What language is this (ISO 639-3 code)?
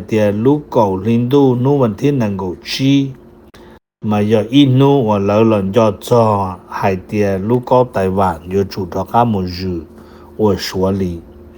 hmn